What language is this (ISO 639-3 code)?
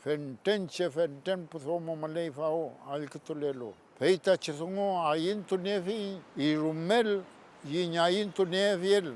arn